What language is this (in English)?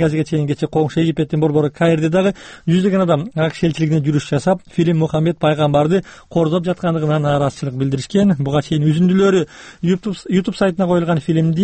Kyrgyz